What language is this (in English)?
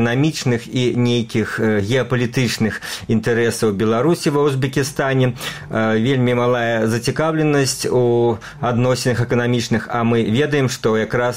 Belarusian